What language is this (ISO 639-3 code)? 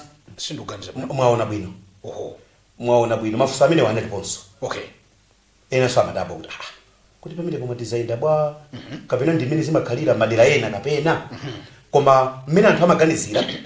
nya